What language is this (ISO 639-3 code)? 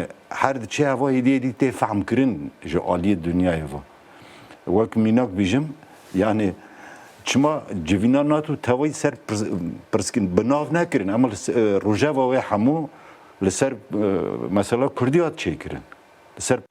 kur